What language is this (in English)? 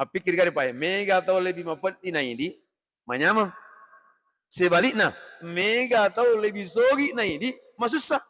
Buginese